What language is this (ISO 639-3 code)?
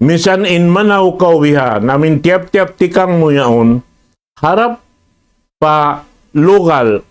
tsg